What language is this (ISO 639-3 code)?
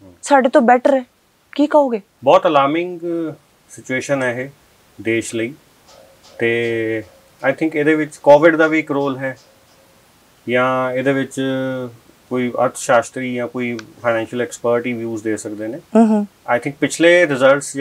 pan